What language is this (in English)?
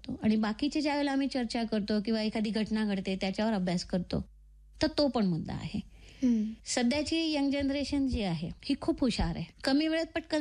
Marathi